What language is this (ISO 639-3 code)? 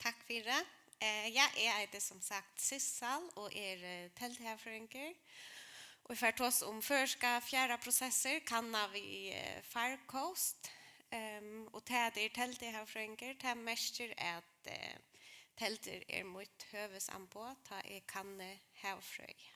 fao